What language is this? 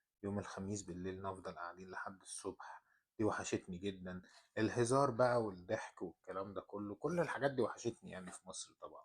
Egyptian Arabic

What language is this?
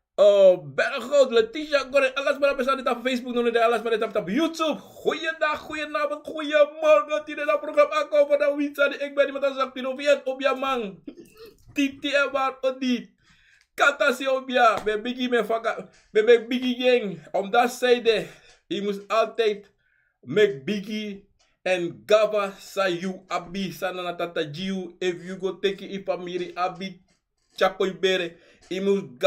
Sranan Tongo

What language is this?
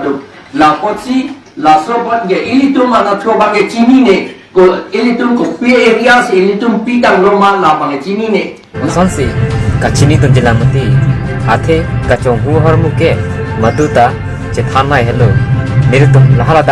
Karbi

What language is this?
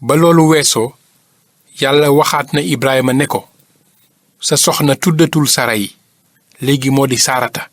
Wolof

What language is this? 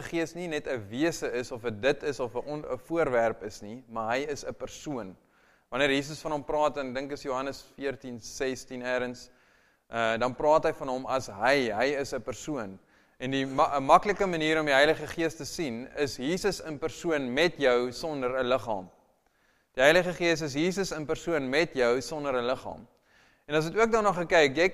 Afrikaans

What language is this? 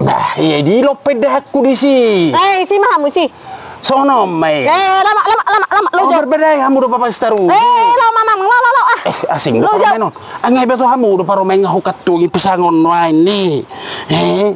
Batak Toba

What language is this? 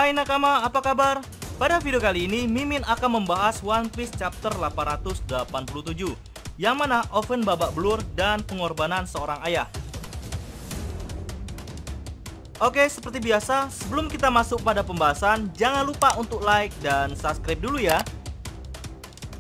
Indonesian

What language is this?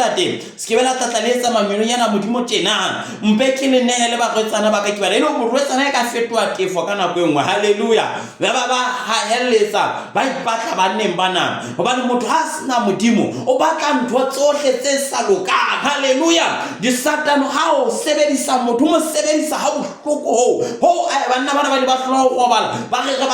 Southern Sotho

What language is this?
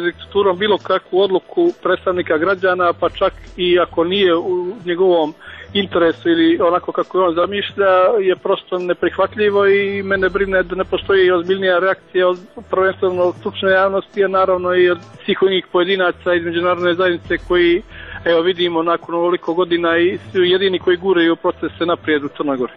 Serbian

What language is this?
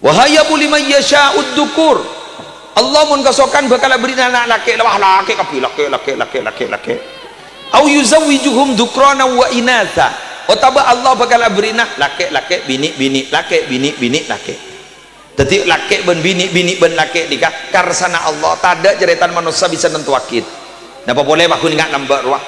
Madurese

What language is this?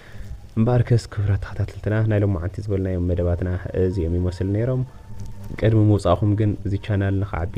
Tigrinya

